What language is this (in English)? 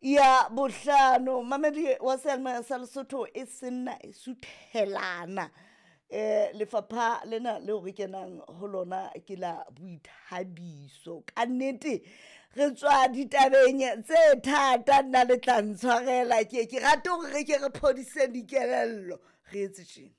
Southern Sotho